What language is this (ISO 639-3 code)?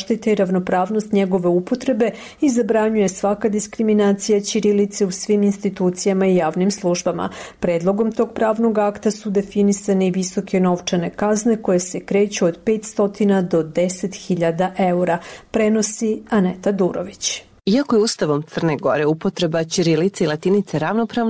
srp